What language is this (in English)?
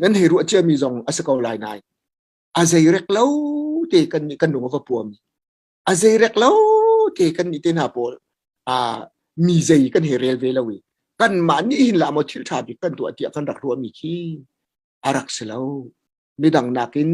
Hakha Chin